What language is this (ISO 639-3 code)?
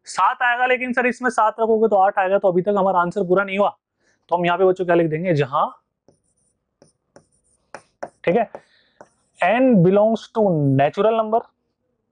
hin